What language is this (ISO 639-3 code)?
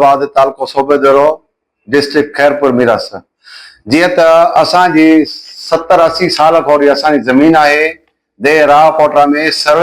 snd